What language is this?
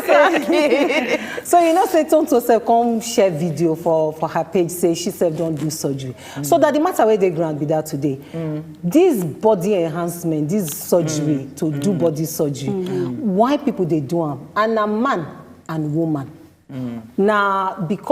Nigerian Pidgin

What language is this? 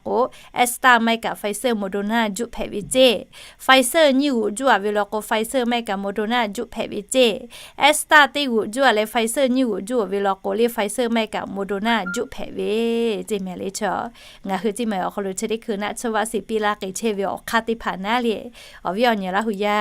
Lahu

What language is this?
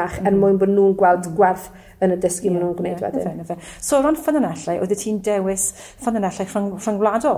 Welsh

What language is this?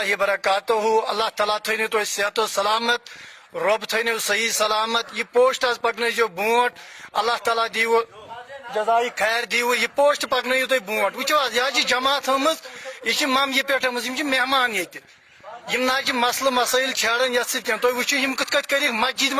Kashmiri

